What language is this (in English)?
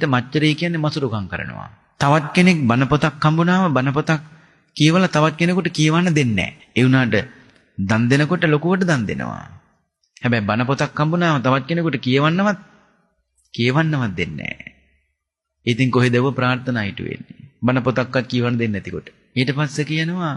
Sinhala